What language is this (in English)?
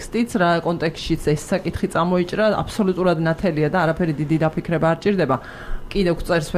Georgian